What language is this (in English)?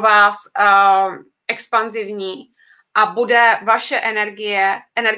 Czech